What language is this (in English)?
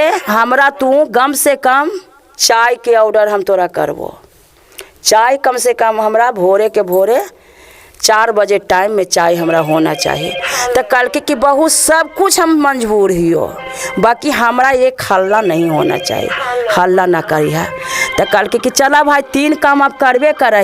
Magahi